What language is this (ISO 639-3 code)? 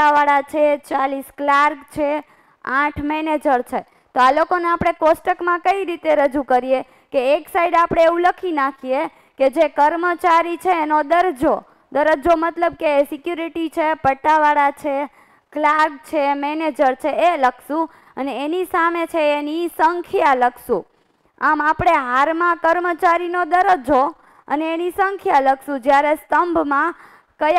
guj